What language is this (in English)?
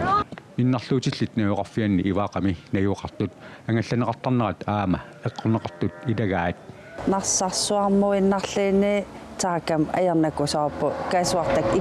Kalaallisut